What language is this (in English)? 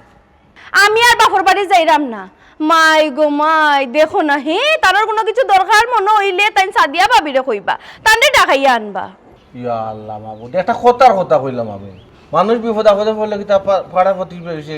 Sylheti